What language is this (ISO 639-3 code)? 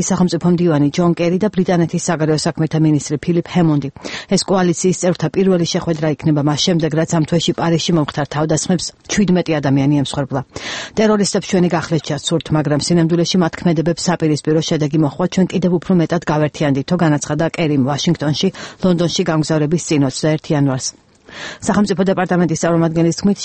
kat